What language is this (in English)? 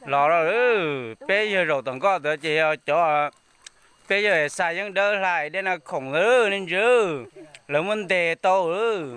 Hmong